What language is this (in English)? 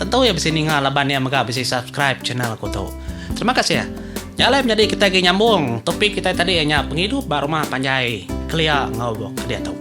Iban